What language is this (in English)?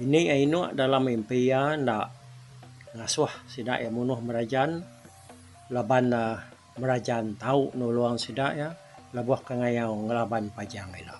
Iban